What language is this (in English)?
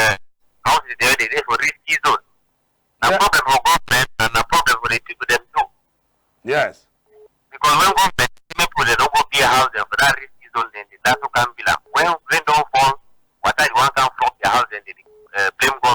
Cameroon Pidgin